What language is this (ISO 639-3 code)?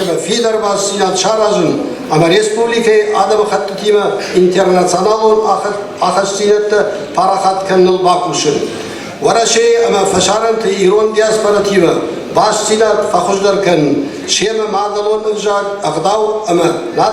oss